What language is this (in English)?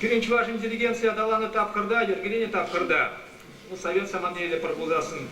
Chuvash